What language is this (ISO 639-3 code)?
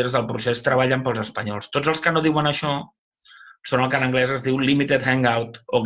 cat